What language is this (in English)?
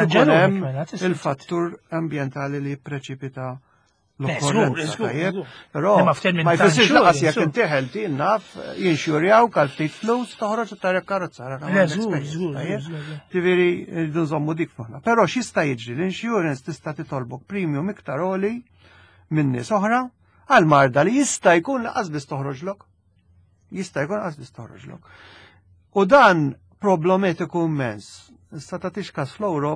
Maltese